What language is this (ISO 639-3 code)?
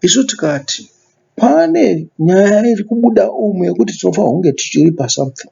sna